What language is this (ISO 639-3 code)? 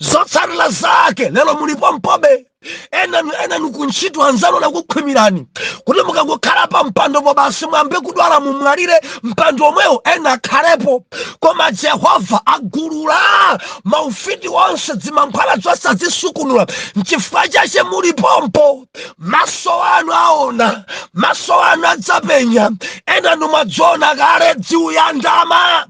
nya